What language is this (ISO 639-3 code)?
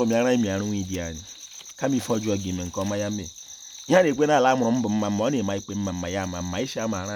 ibo